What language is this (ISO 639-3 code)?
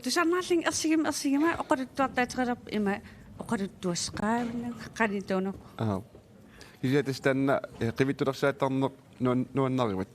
kal